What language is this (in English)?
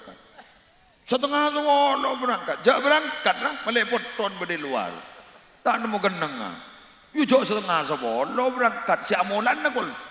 Madurese